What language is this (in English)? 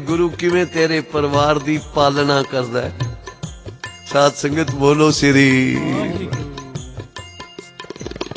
Punjabi